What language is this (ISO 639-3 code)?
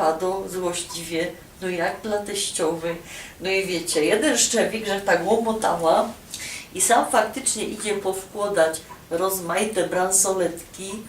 szl